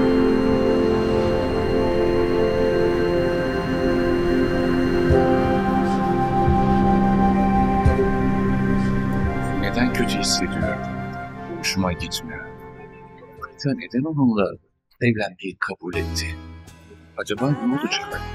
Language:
Turkish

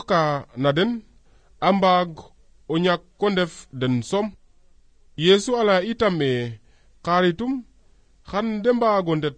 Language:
Serer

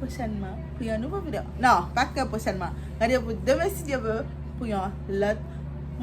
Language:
Haitian Creole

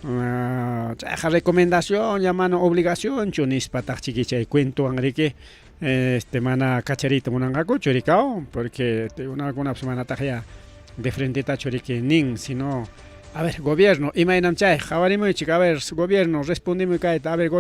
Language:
Ayacucho Quechua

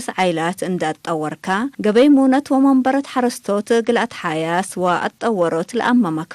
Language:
Tigre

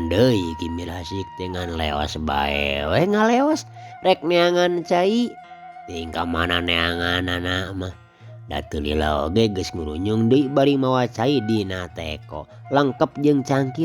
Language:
Sundanese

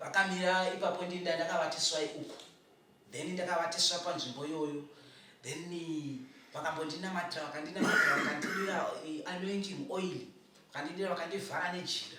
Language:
Shona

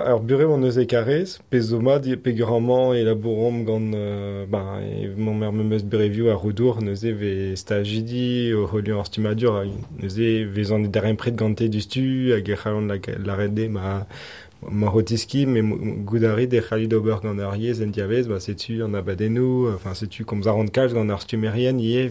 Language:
Breton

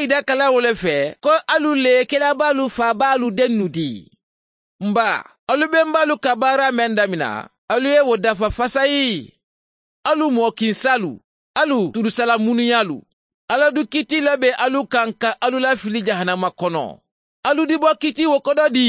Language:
Mandingo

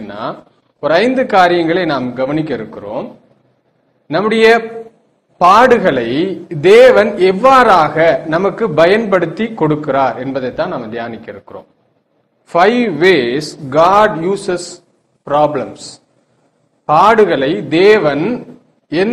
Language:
Tamil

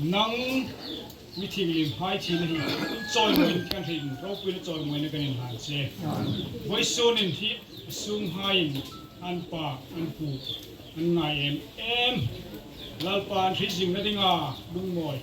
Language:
Hmar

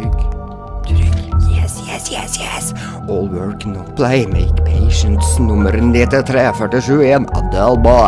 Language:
Norwegian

